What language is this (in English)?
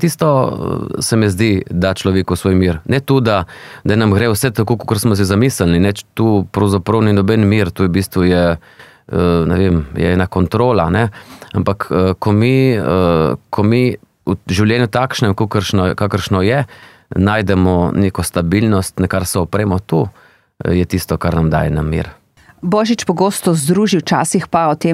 Slovenian